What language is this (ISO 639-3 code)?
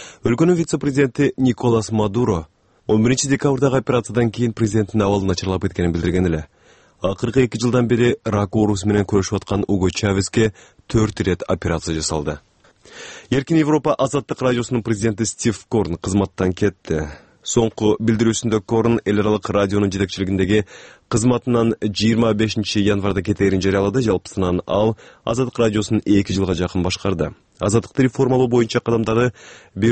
kir